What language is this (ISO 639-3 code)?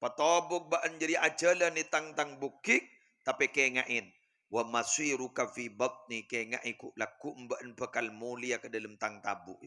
mad